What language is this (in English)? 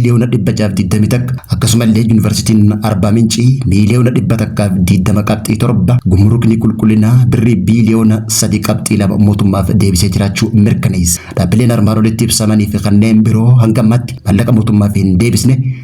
Oromo